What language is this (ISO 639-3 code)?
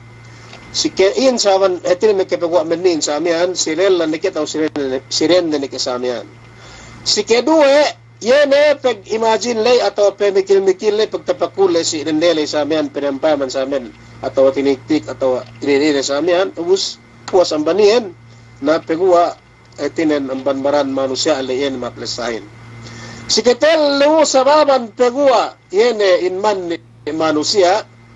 yka